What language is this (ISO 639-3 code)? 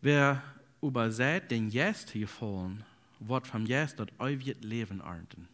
pdt